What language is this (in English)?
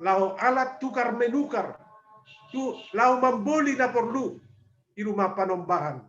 Batak Simalungun